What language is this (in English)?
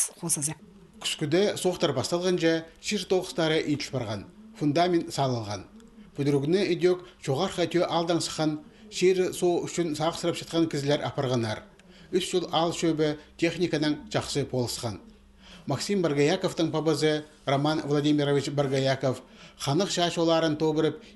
Khakas